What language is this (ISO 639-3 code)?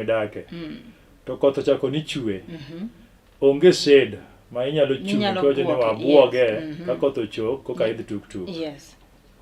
luo